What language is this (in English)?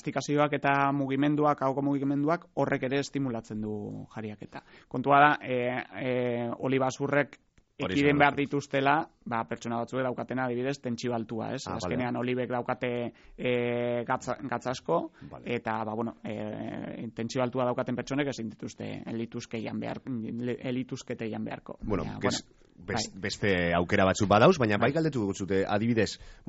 Basque